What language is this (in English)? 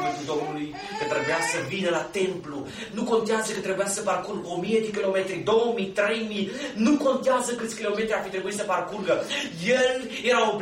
Romanian